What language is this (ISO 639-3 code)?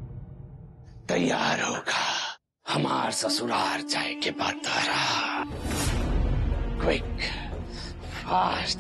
bho